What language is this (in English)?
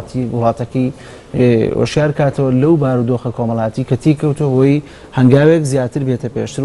Central Kurdish